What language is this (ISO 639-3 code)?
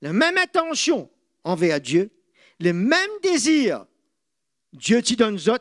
mfe